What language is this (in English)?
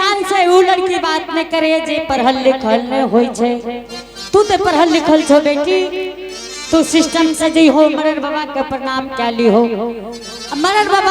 Angika